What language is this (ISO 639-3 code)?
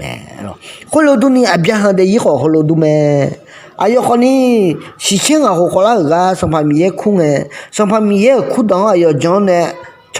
ahk